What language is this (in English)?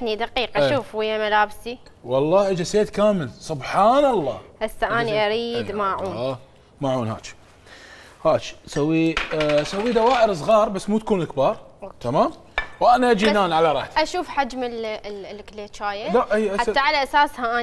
Mesopotamian Arabic